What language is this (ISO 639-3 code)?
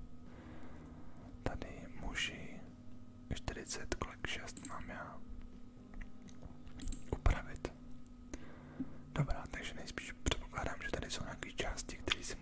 ces